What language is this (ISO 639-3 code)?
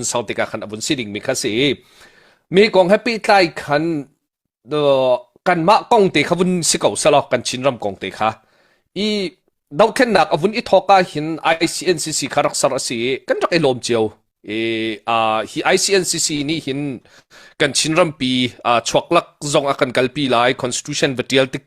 cnh